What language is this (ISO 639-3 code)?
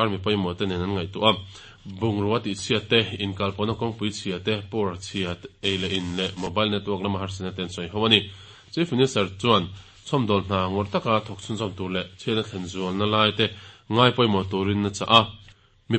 lus